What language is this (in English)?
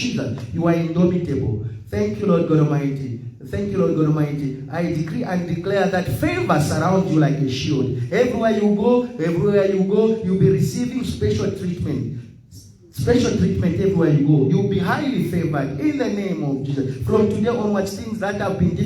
Tswana